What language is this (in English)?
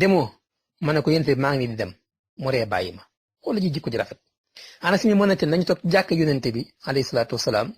Wolof